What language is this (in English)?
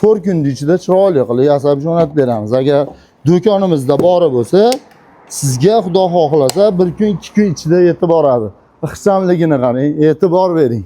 Uzbek